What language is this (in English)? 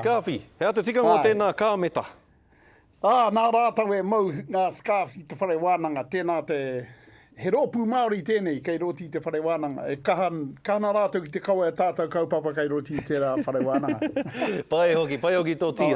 Māori